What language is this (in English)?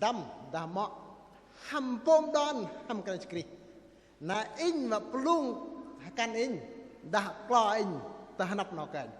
Bahnar